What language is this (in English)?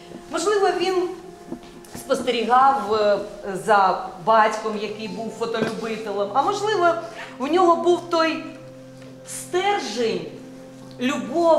Ukrainian